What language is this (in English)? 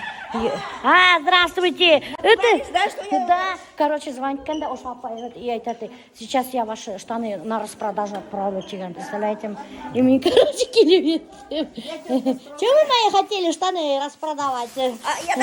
Bashkir